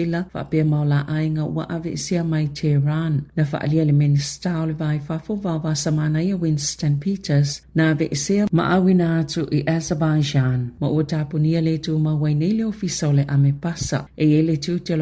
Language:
Samoan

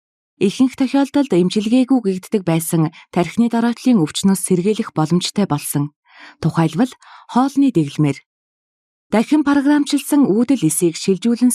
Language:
Mongolian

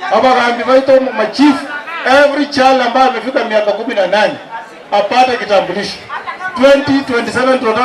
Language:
Gusii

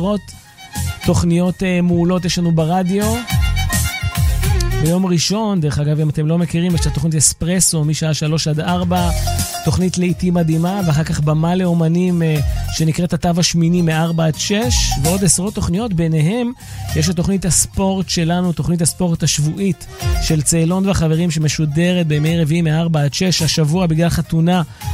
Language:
Hebrew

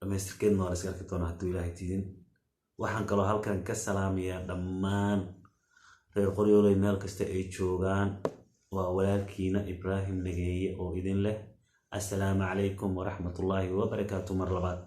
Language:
Somali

